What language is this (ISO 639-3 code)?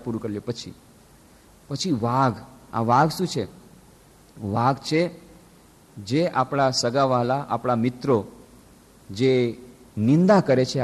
guj